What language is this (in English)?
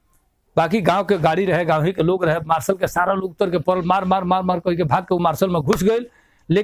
Bhojpuri